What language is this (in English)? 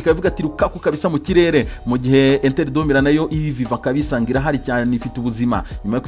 Kinyarwanda